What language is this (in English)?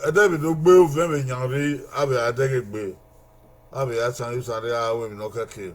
Bini